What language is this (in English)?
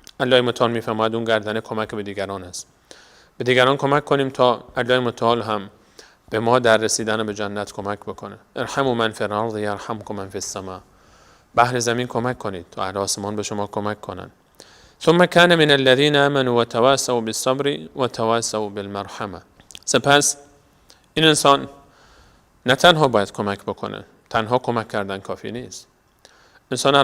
Persian